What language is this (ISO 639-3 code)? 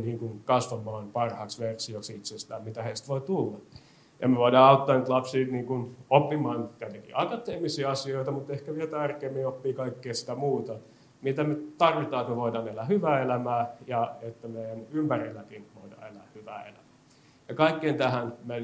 fin